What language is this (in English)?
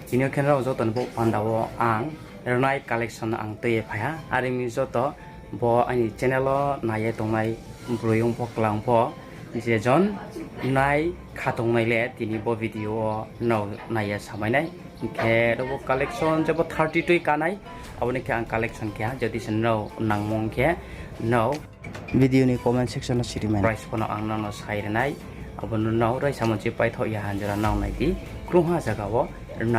Riang (India)